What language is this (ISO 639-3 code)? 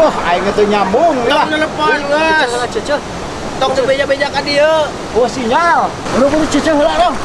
sun